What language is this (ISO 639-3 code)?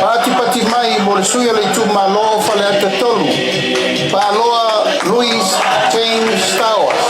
smo